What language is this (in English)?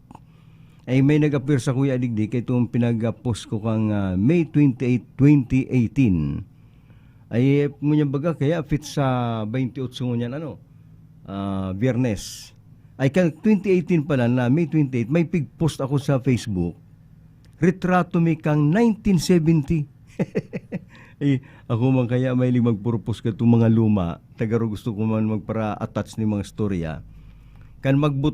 Bikol